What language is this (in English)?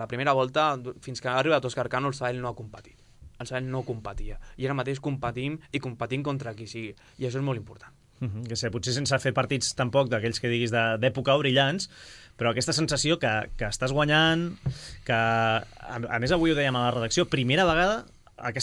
Catalan